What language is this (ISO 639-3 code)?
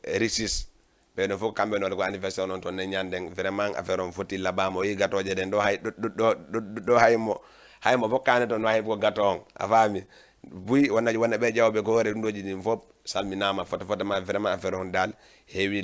ful